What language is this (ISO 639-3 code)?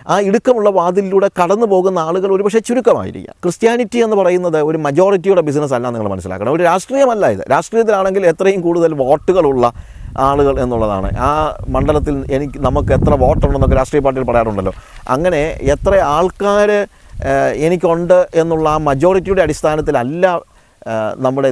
mal